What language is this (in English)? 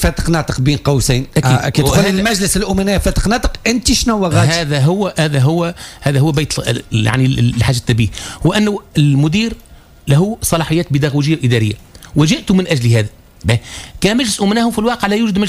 Tunisian Arabic